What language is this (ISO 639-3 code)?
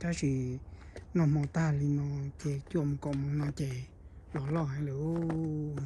hmn